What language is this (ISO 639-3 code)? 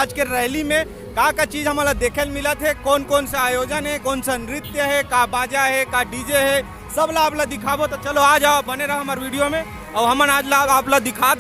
hne